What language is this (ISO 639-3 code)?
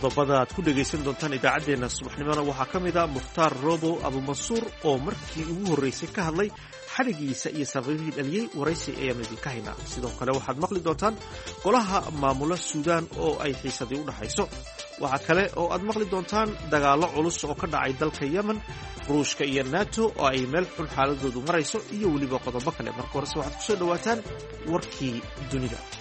som